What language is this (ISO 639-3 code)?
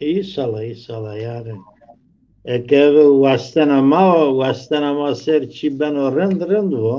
zza